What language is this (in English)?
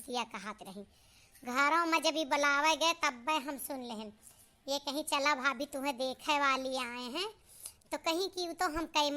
Awadhi